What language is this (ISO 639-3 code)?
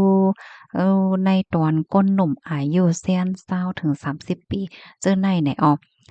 shn